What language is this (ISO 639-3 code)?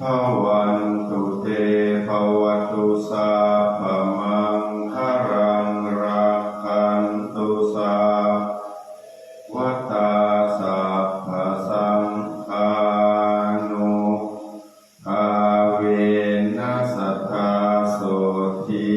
pli